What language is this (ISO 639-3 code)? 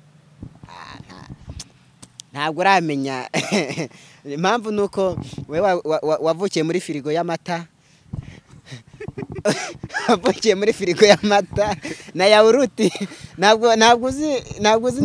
kin